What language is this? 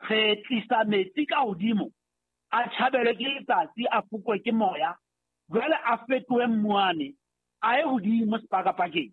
Southern Sotho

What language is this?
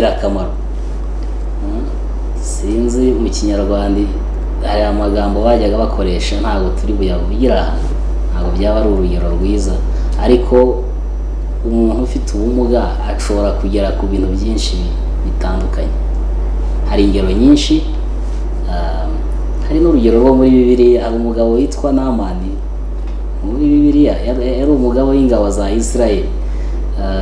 Kinyarwanda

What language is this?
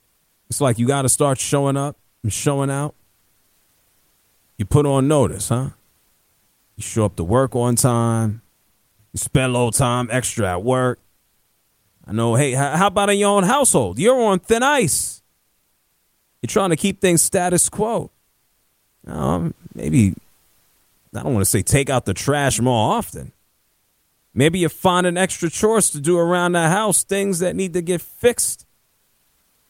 English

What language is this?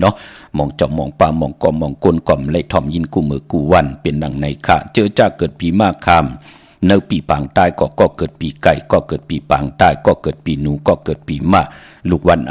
Shan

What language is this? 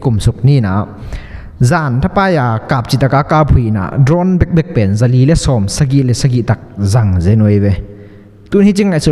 Tedim Chin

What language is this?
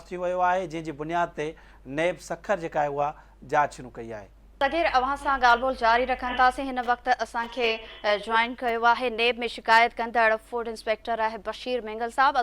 Sindhi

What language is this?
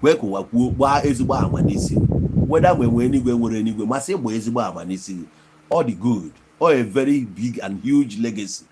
Igbo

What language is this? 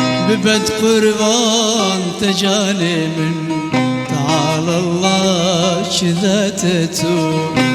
Kurdish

